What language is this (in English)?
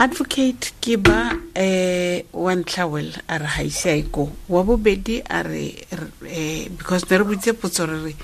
Tswana